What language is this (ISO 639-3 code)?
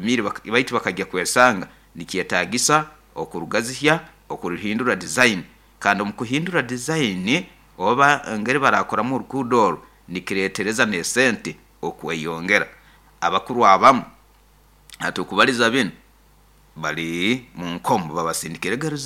nyo